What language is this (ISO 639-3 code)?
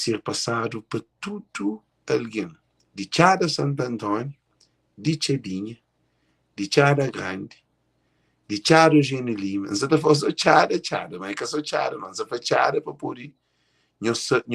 kea